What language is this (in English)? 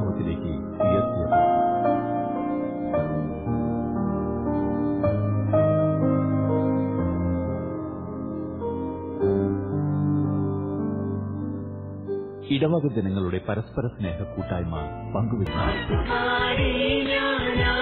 Malayalam